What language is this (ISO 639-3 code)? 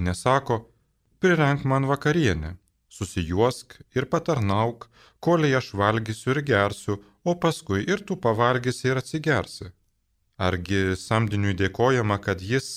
lit